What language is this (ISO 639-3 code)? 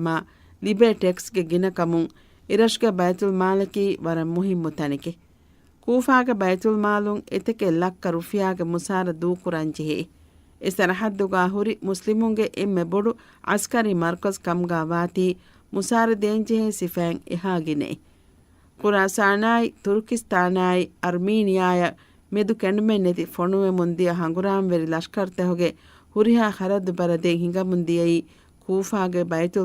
div